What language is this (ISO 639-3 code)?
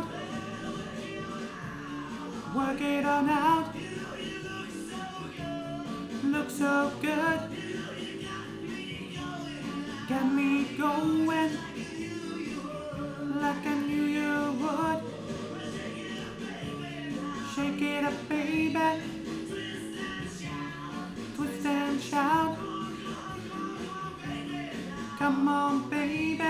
eng